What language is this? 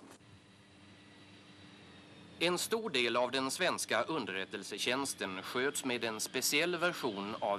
Swedish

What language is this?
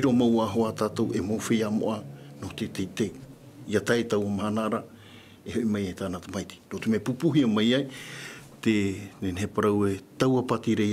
Tahitian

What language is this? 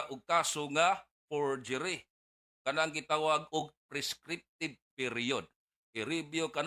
Cebuano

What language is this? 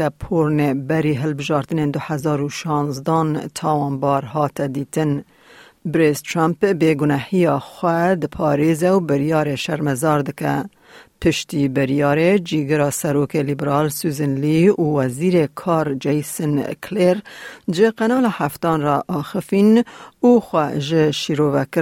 Kurdish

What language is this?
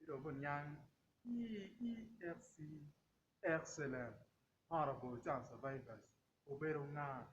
Acoli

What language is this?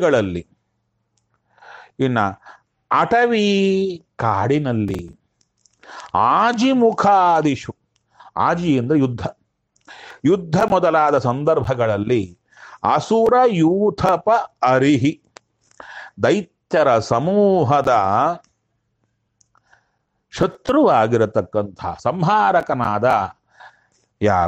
Kannada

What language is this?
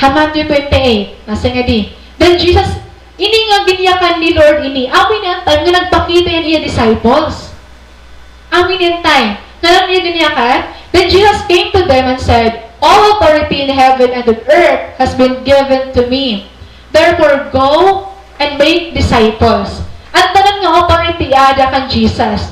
Waray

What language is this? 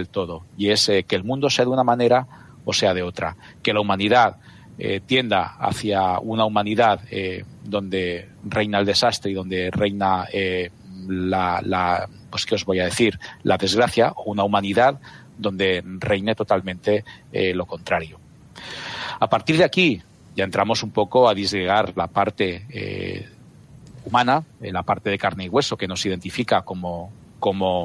Spanish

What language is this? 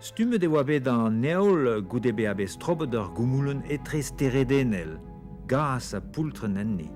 Breton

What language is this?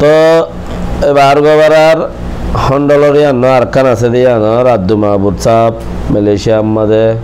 Rohingya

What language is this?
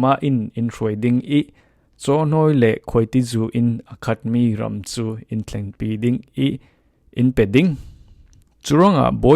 Falam Chin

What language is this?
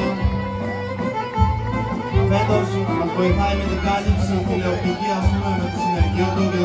Greek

